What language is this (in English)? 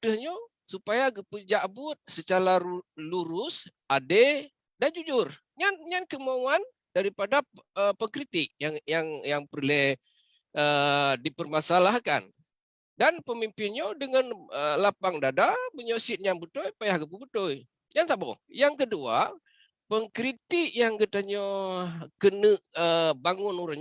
Achinese